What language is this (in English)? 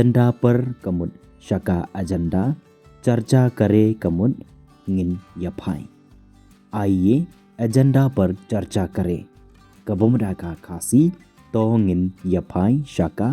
Khasi